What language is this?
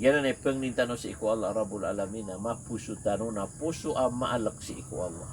Maranao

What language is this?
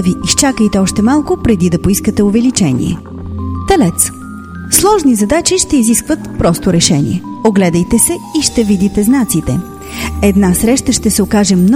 Bulgarian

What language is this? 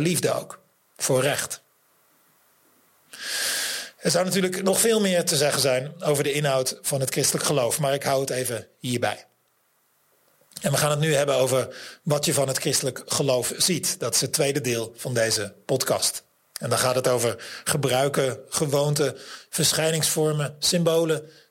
Dutch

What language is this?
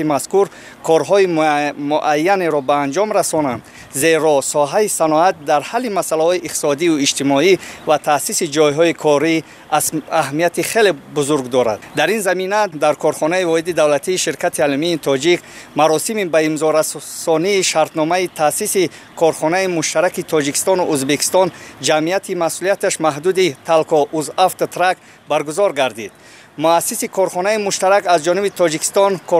Tajik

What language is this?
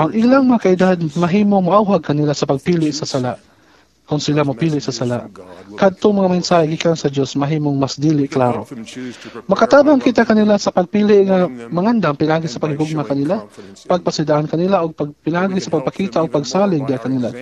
Cebuano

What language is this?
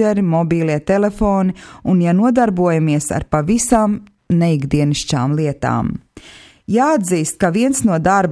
Latvian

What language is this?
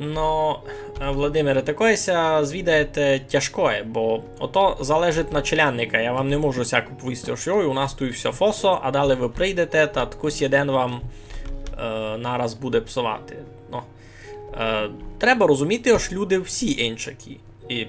Rusyn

